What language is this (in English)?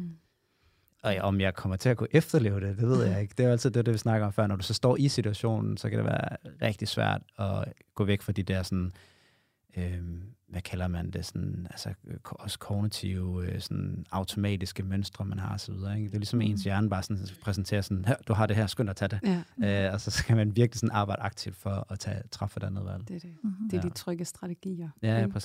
Danish